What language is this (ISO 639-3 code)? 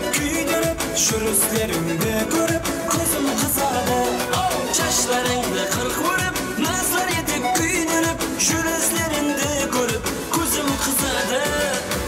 kaa